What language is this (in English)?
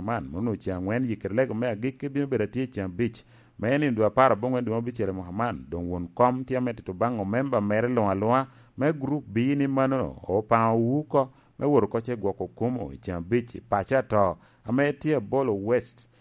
Lango (Uganda)